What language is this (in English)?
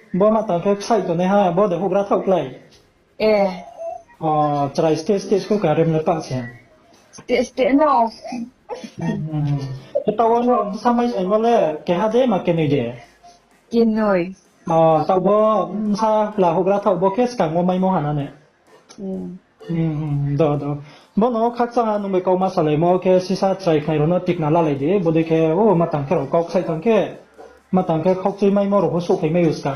Riang (India)